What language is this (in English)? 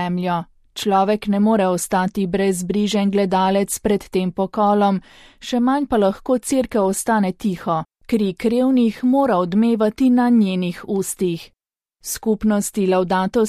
Slovenian